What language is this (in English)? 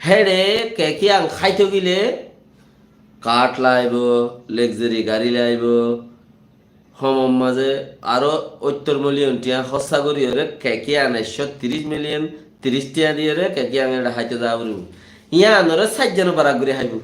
Rohingya